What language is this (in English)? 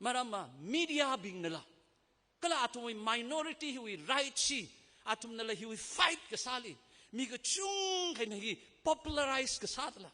Tangkhul Naga (India)